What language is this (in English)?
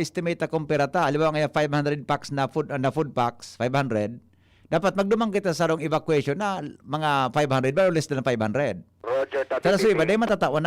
Bikol